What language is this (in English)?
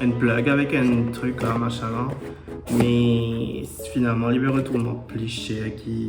Morisyen